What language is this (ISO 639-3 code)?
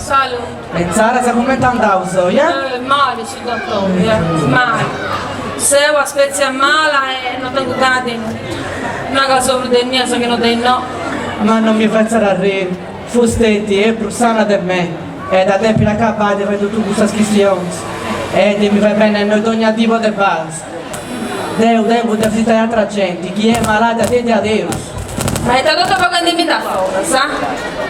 srd